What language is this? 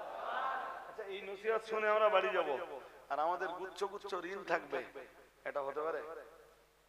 Bangla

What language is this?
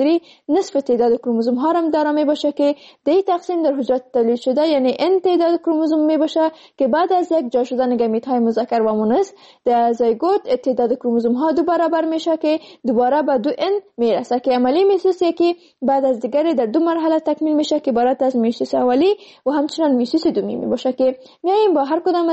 Persian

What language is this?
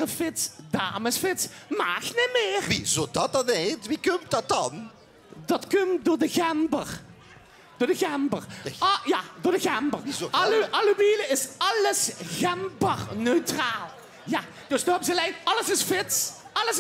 Limburgish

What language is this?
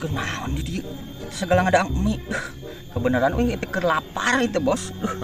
Sundanese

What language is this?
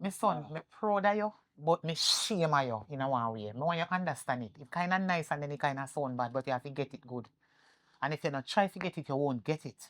Jamaican Creole English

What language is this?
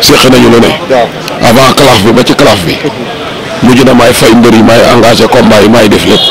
Wolof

